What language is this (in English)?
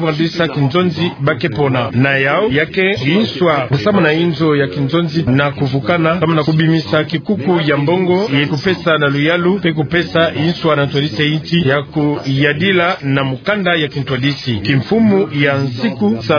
Kituba (Democratic Republic of Congo)